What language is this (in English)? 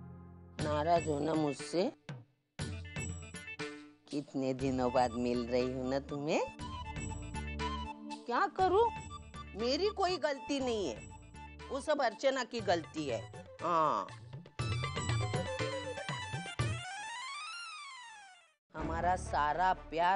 Hindi